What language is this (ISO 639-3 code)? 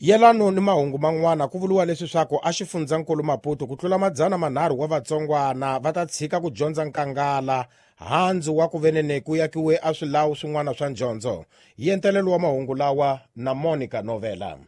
tso